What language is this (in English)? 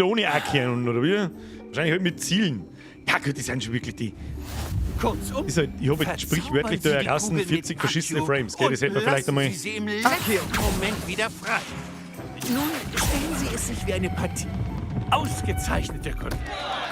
Bavarian